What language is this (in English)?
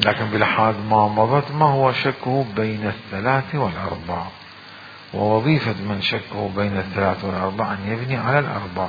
Mesopotamian Arabic